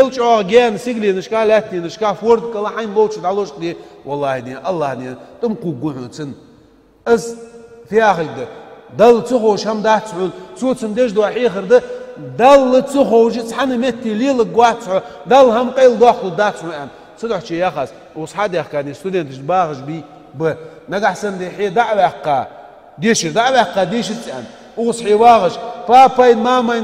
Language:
Ingush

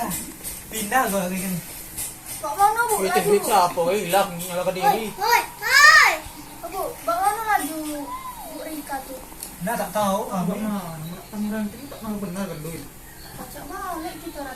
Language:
Musi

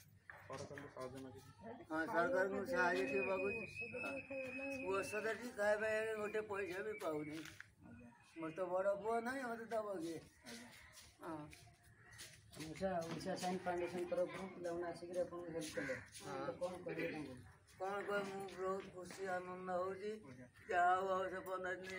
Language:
Odia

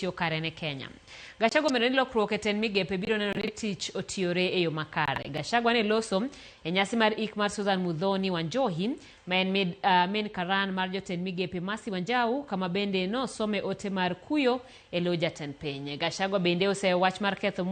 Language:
Luo (Kenya and Tanzania)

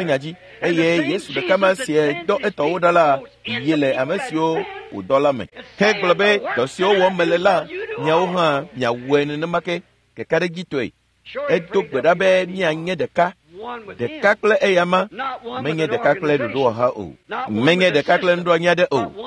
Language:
Ewe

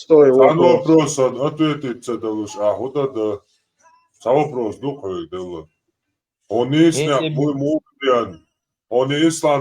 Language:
Chechen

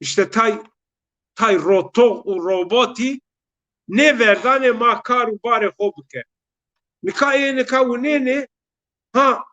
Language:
Zaza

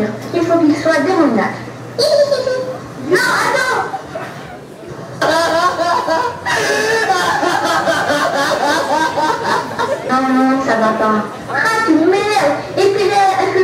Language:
French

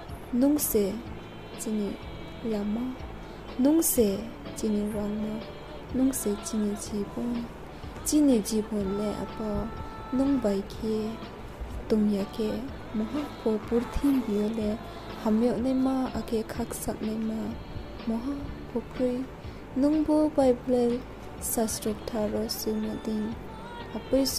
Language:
Riang (India)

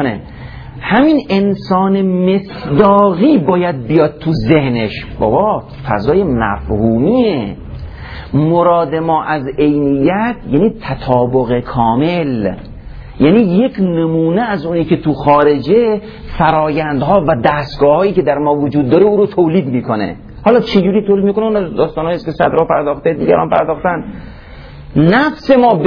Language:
Persian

